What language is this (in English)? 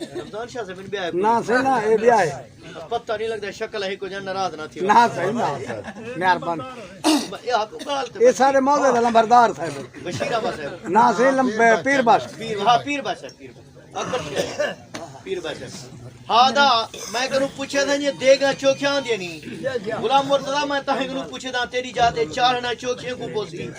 Saraiki